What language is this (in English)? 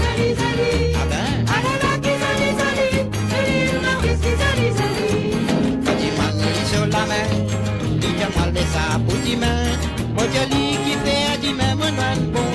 Morisyen